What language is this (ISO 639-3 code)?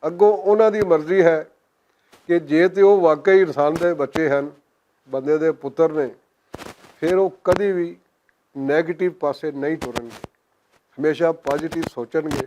lah